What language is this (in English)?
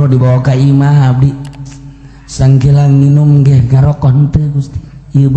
Sundanese